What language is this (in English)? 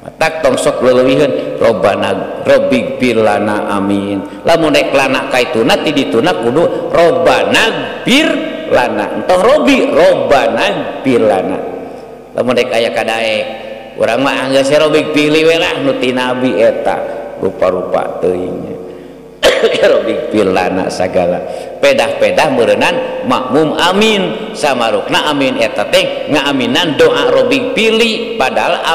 Sundanese